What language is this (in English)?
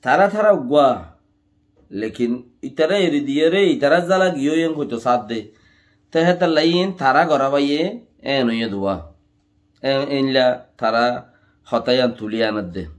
Rohingya